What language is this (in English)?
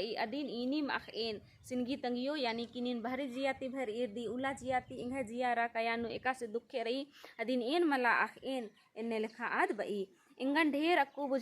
Kurukh